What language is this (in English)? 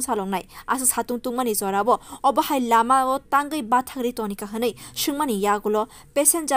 Kok Borok